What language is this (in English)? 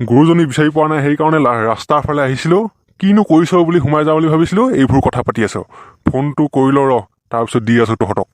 Assamese